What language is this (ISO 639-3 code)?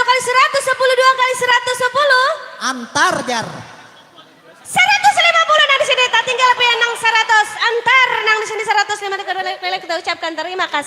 bjn